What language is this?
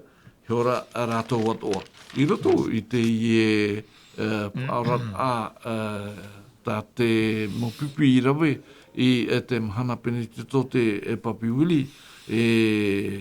Tahitian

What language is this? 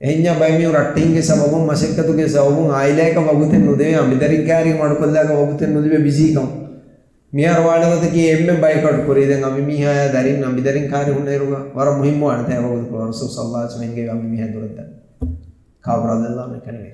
Divehi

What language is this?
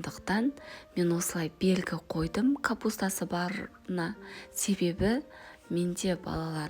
Kazakh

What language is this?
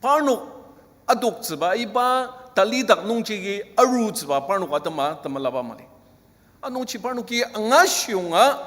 Ao Naga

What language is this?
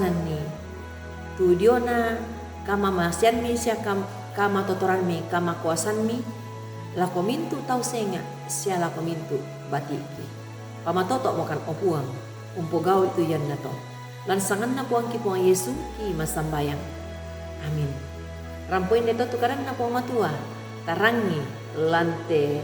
Toraja-Sa'dan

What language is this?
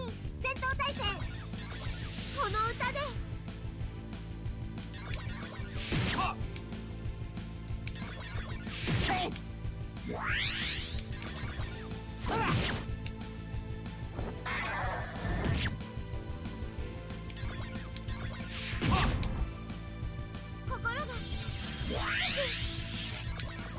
Japanese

